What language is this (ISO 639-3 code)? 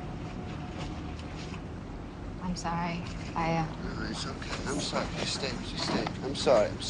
eng